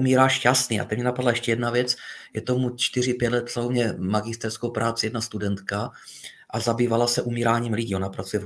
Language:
Czech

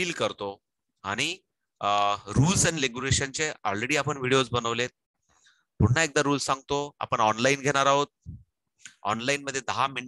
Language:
Marathi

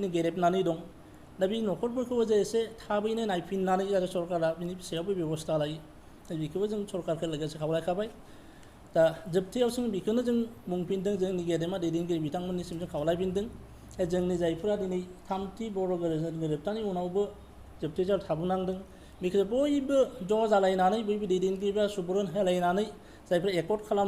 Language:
Bodo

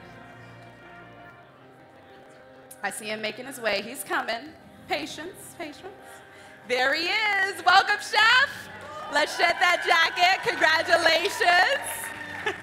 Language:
English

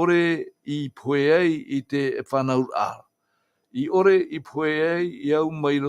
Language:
Tahitian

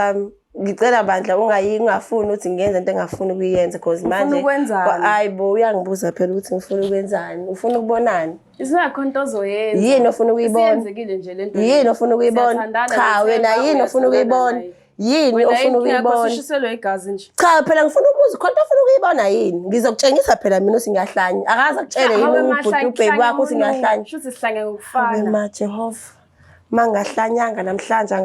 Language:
Zulu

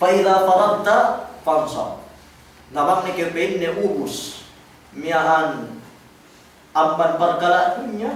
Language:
Yakan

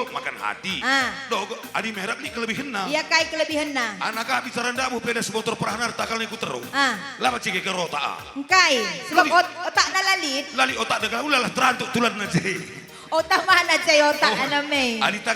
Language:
Batak Karo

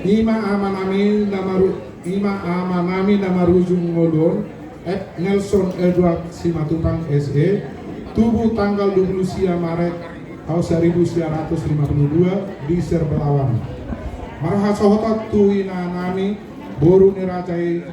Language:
Batak Toba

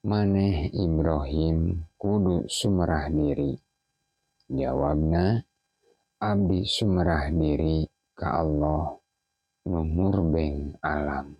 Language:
Sundanese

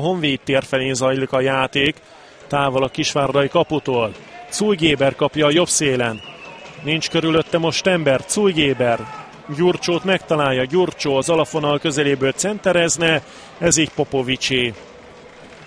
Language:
Hungarian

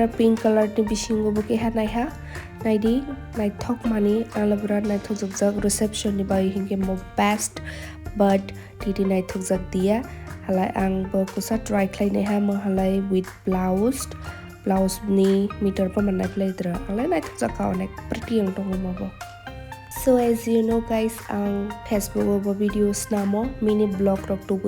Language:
Kok Borok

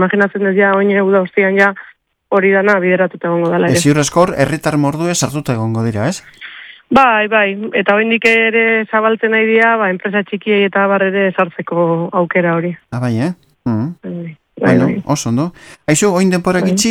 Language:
Basque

